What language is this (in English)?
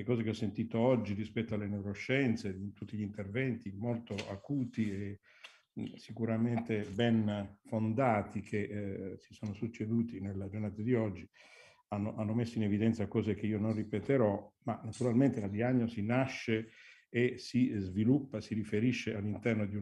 Italian